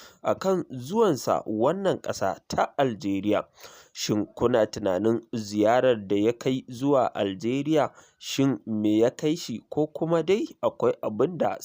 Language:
Hausa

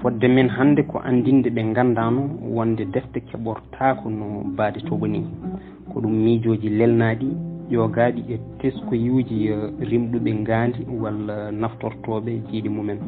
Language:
Fula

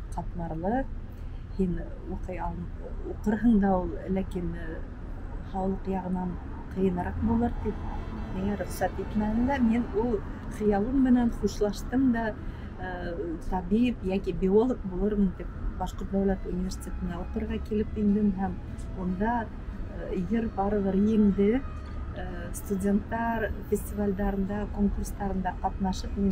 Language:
Bashkir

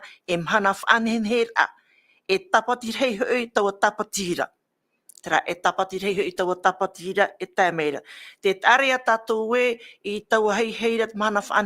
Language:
Tahitian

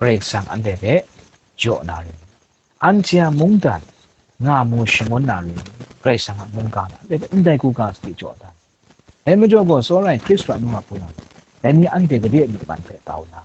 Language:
Kachin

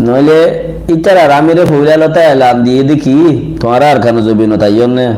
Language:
Rohingya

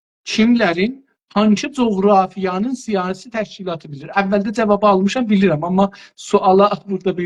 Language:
South Azerbaijani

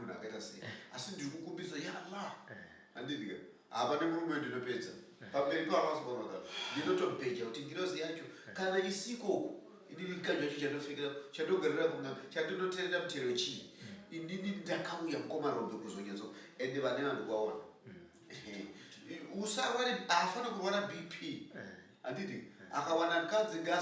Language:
Shona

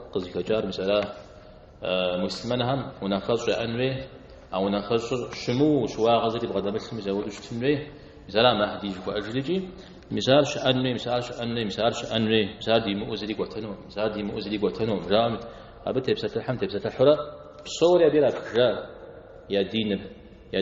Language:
Kabardian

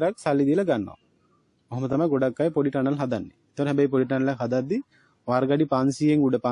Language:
Sinhala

